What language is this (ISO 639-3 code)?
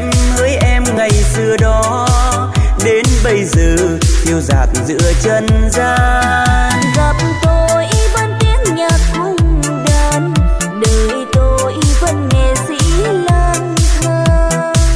vie